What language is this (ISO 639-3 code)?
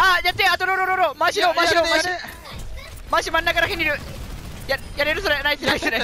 jpn